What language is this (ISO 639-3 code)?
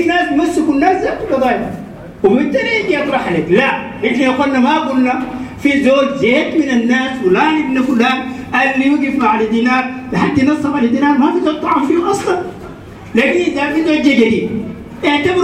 apd